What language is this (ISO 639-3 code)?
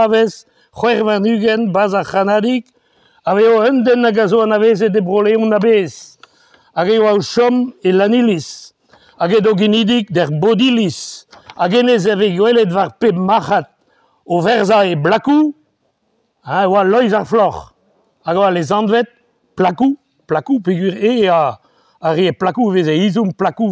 bre